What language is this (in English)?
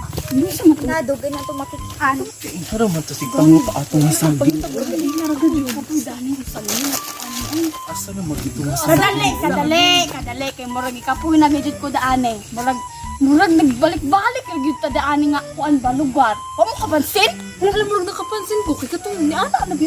Cebuano